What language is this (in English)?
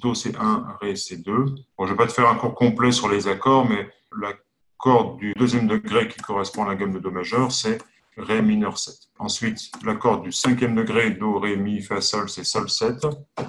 French